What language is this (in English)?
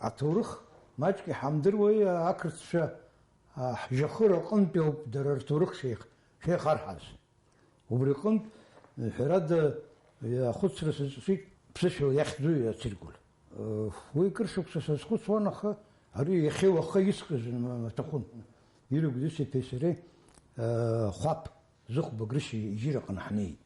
Abkhazian